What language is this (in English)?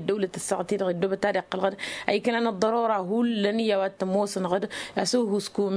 Tamasheq